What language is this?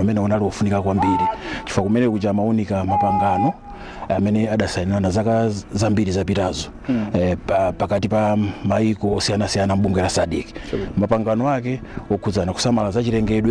Nyanja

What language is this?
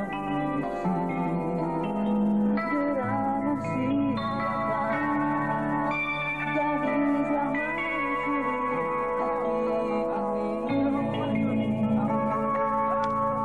Indonesian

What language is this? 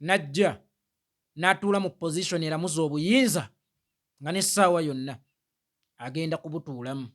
Ganda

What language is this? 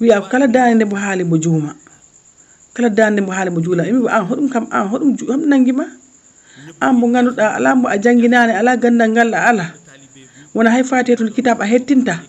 Fula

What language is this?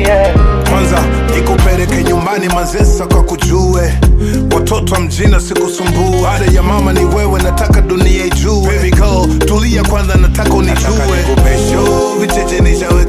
Swahili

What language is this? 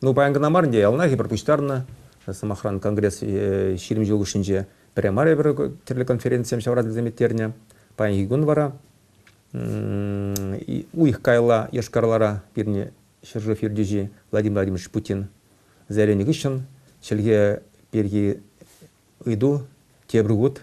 Chuvash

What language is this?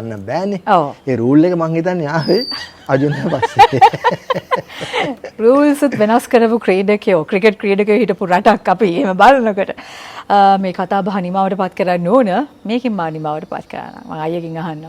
Sinhala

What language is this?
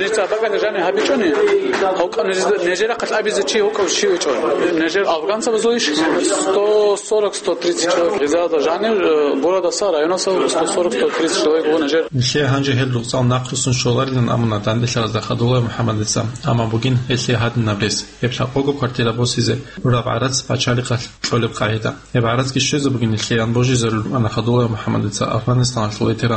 Avaric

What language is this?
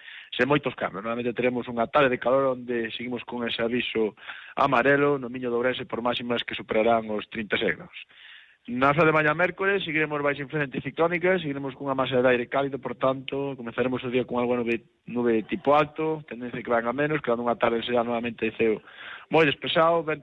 Galician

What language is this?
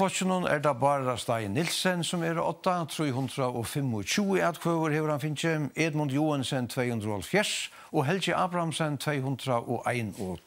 Faroese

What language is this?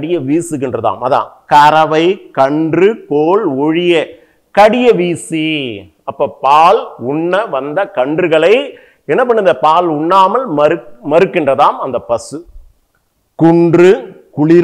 Tamil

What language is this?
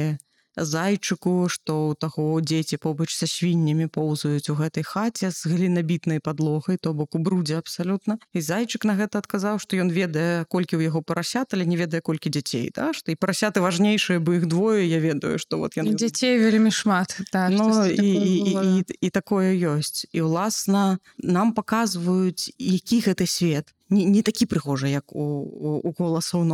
Belarusian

